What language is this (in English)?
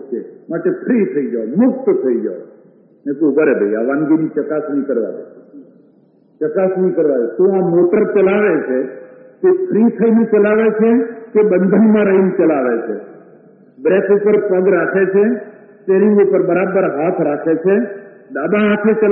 Gujarati